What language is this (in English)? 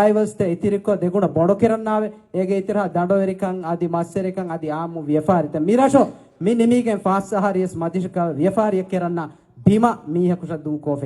Divehi